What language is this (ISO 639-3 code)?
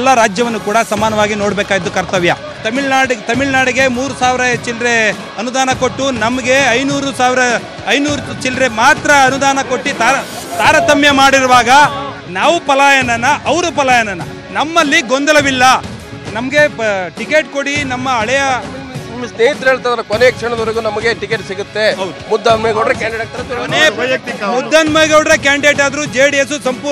kan